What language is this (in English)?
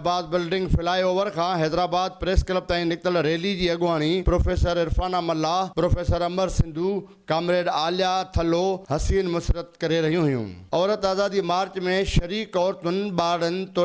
Sindhi